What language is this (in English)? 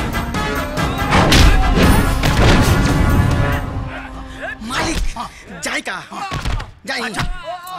Bhojpuri